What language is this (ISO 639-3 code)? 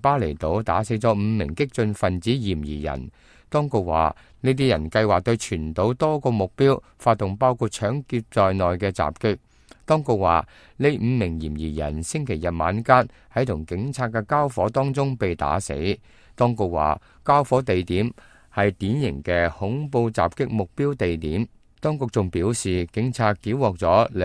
yue